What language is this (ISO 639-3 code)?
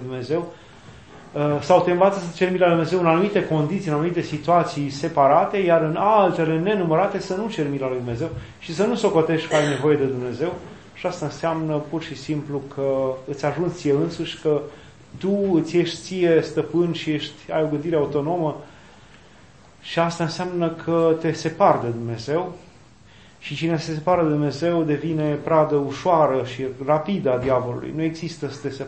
ron